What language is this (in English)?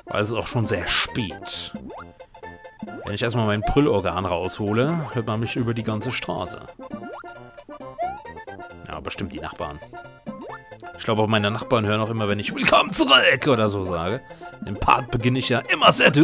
German